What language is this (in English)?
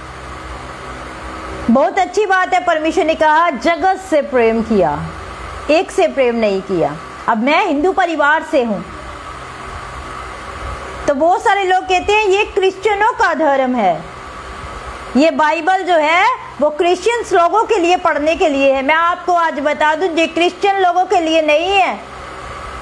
Hindi